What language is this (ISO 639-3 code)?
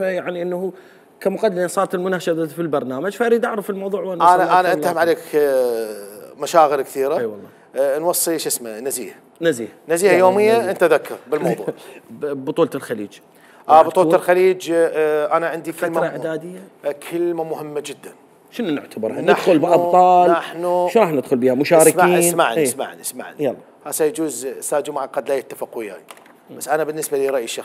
acm